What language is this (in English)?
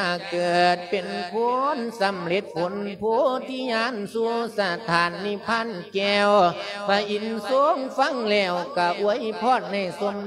Lao